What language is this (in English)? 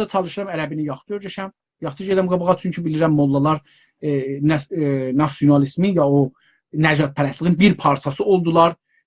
South Azerbaijani